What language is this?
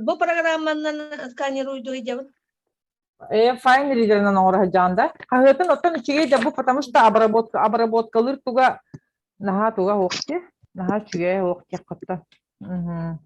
Yakut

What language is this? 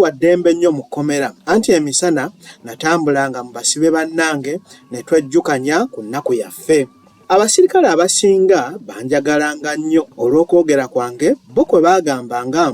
Ganda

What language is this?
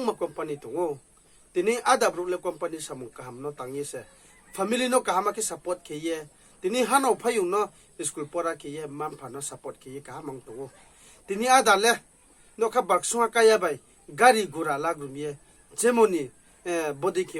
Riang (India)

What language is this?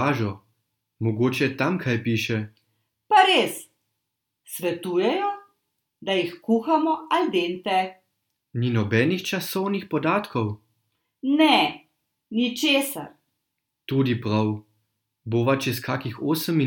Slovenian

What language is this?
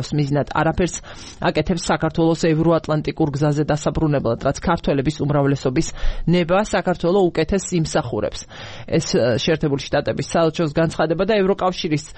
Georgian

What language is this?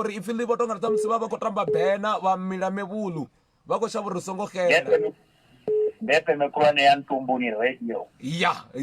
Venda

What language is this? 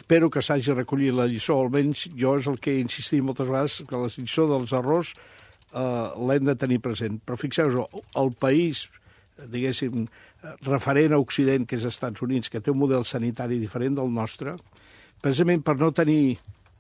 Catalan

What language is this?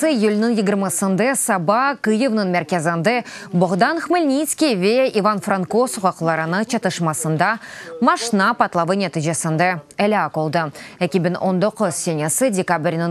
Crimean Tatar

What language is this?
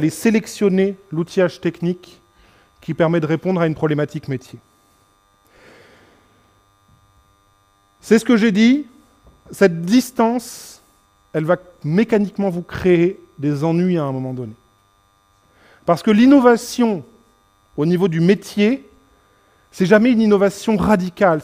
French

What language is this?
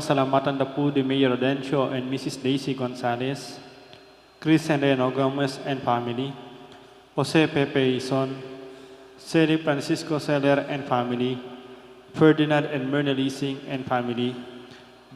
Pampanga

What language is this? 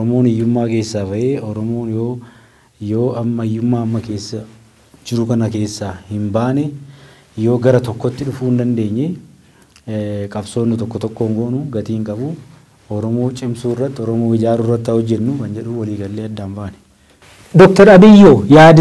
Oromo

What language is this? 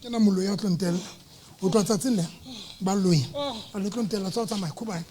Southern Sotho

